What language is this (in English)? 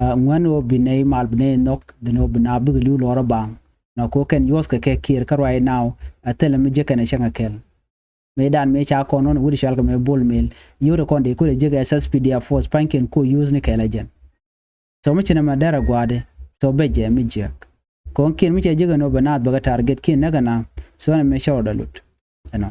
Nuer